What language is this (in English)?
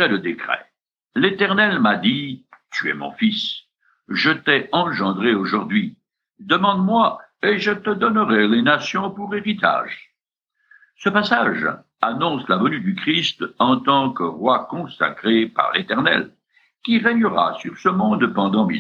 French